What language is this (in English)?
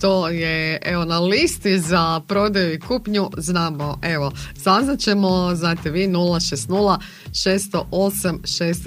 Croatian